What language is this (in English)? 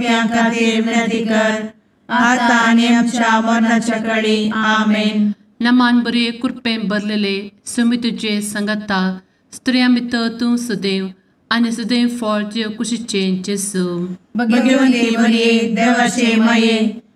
Konkani